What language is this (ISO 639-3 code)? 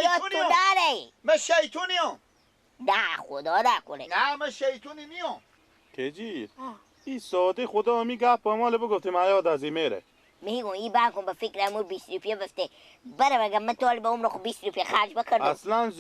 fas